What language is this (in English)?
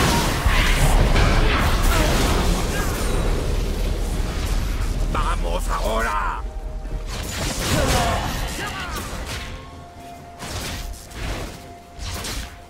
Spanish